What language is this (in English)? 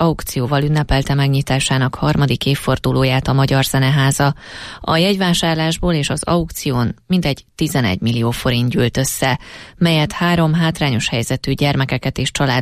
Hungarian